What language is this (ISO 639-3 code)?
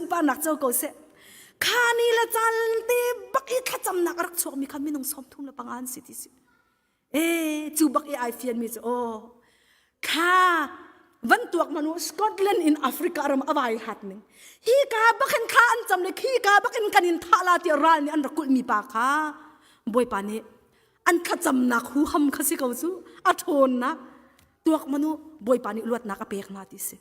cnh